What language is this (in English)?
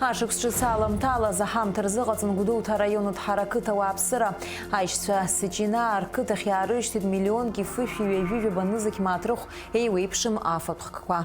Abkhazian